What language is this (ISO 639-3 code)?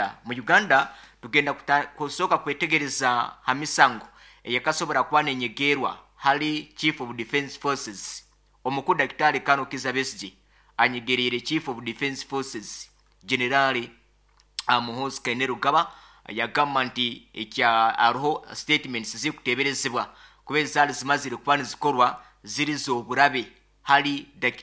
nyo